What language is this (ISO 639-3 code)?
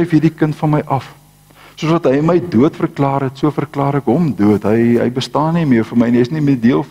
afr